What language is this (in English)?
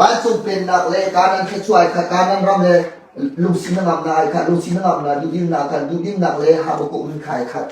Hakha Chin